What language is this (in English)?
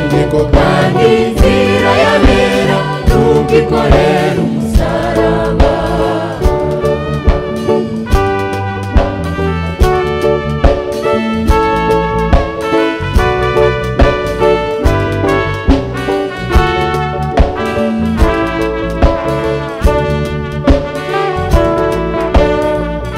Kinyarwanda